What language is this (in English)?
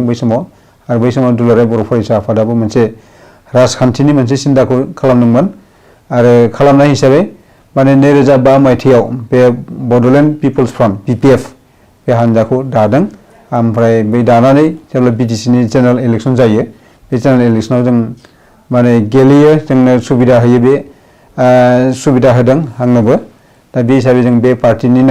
Bodo